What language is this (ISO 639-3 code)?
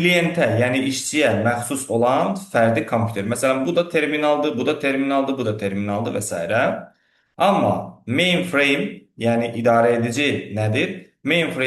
aze